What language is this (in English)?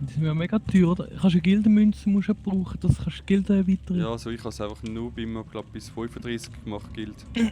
Swiss German